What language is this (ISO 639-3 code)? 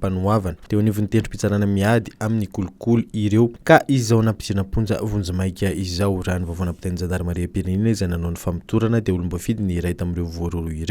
mlg